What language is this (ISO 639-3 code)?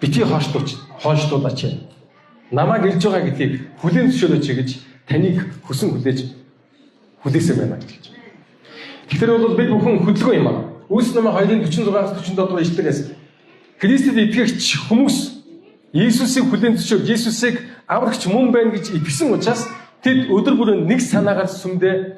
mon